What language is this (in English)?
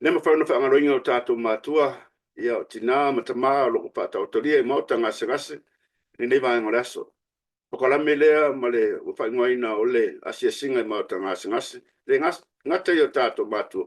Samoan